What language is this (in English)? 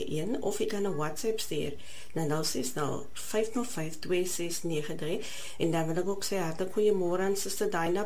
Afrikaans